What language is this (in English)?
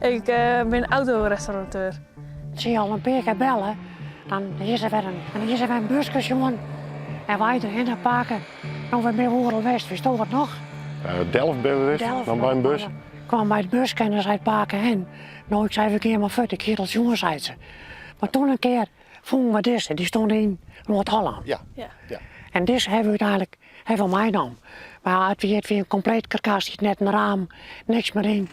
Western Frisian